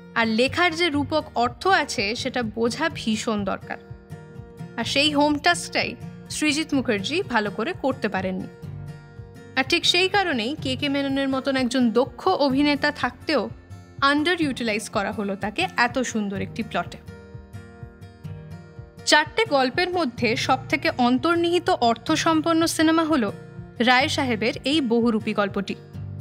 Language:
Bangla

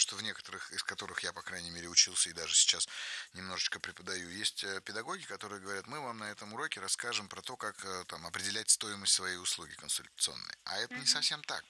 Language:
Russian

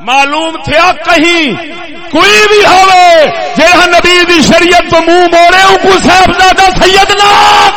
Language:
Saraiki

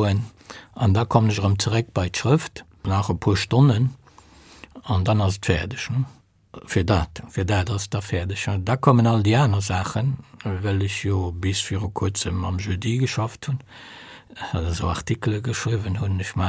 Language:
Luxembourgish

